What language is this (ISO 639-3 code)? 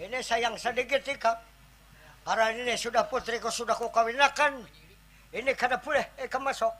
bjn